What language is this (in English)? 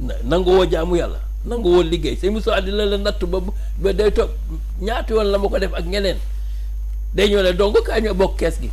Wolof